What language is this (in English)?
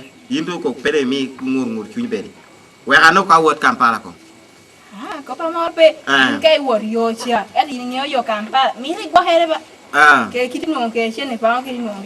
Lango (Uganda)